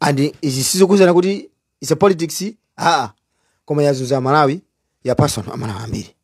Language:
Nyanja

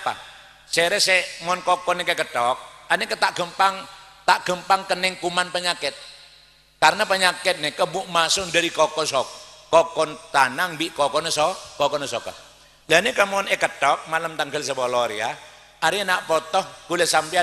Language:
Madurese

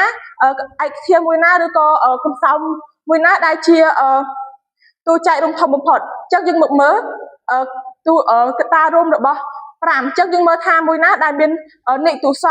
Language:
Khmer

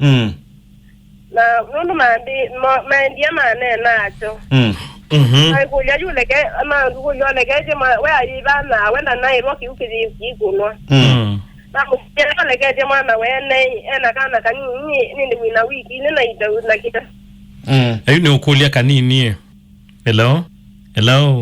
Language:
Kamba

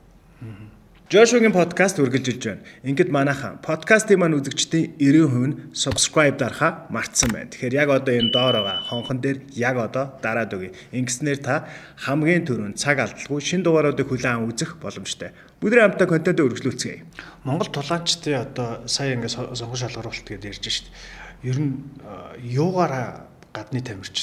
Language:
Mongolian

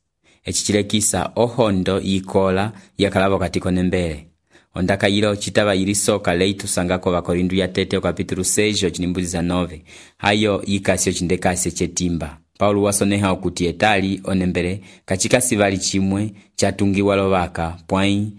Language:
Umbundu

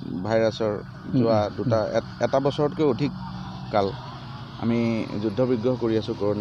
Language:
Assamese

